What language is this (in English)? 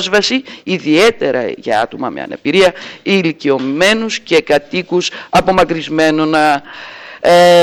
Greek